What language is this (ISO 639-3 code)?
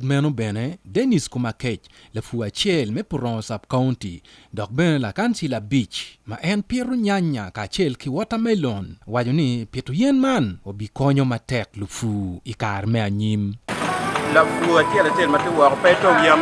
ach